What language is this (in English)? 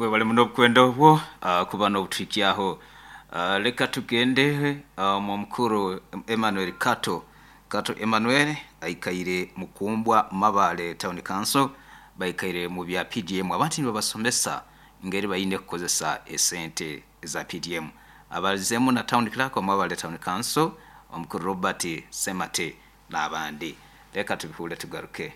Nyankole